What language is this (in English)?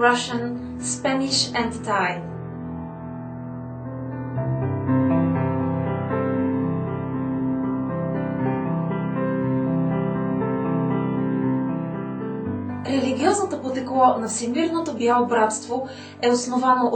Bulgarian